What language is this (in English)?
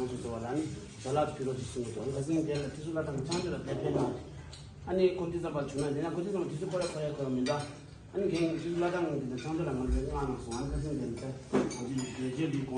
Tibetan